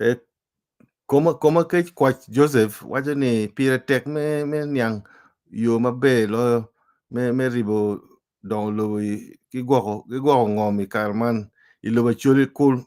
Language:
Acoli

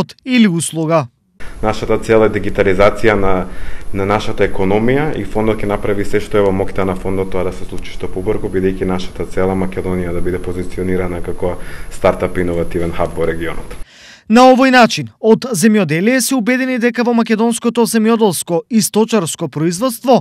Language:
Macedonian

